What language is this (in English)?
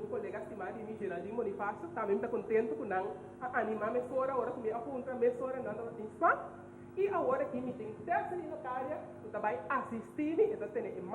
Papiamento